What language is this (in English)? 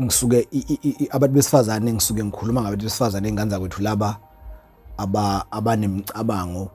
Zulu